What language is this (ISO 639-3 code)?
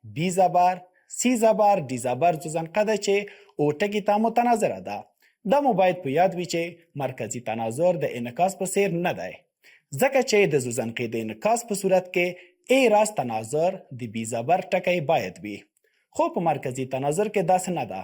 pus